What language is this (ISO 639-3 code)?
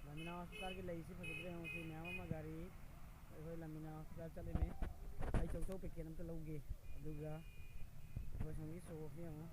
mni